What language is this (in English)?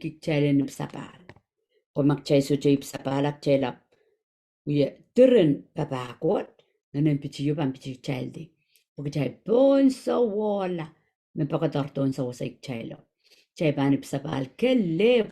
Pohnpeian